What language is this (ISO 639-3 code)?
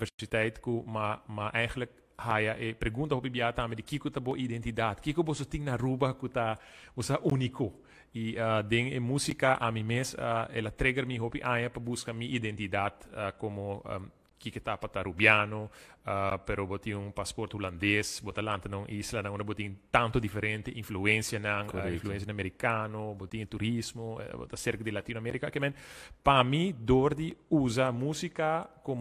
pap